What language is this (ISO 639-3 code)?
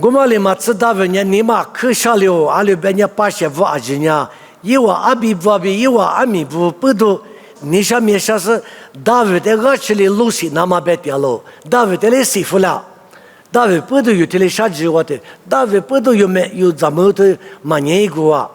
lis